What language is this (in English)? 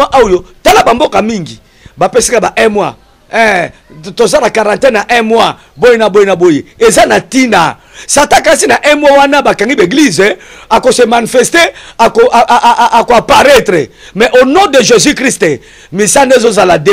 Lingala